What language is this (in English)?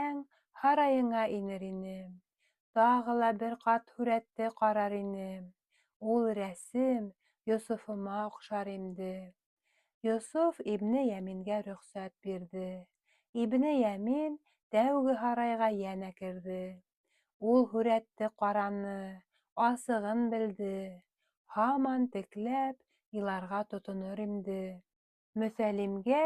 Bashkir